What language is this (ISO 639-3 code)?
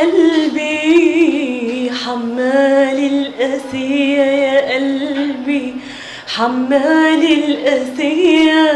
arz